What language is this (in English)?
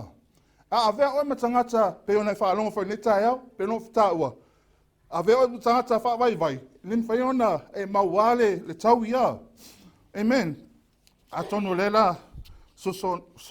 Samoan